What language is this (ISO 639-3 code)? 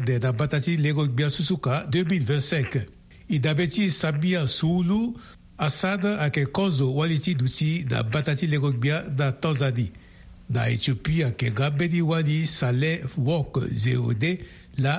sag